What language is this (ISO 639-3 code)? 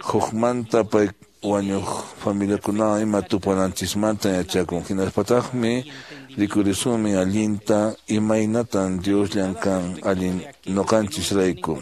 que